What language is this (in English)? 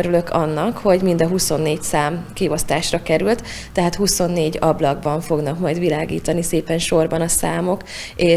Hungarian